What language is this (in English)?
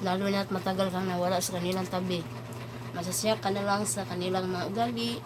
Cebuano